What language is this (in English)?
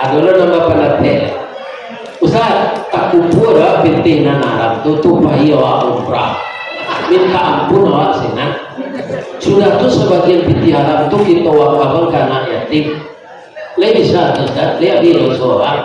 Minangkabau